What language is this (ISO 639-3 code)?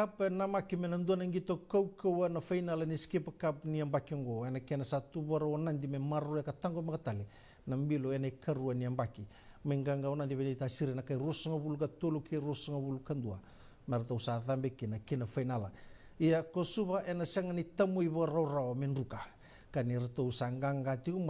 fij